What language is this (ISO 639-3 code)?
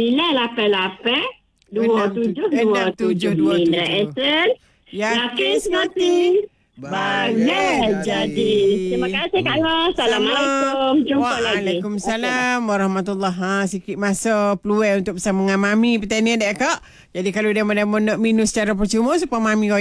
msa